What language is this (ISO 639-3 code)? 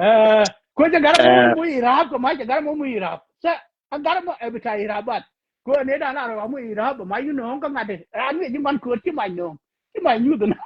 nus